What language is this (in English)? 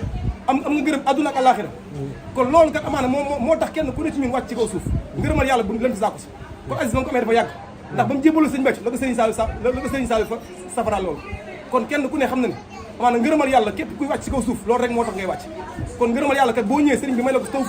Wolof